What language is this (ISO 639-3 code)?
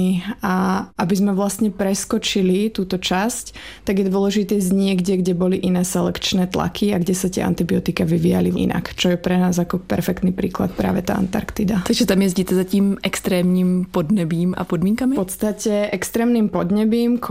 slk